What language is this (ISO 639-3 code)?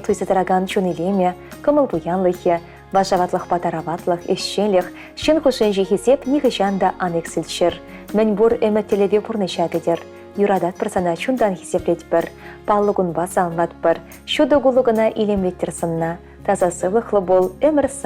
chv